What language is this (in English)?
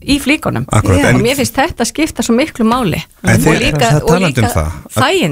Icelandic